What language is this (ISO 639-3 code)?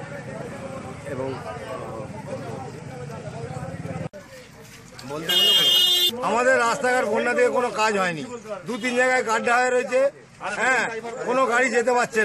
ben